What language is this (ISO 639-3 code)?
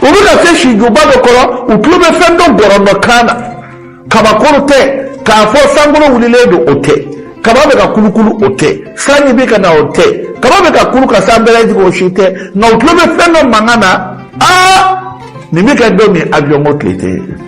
bam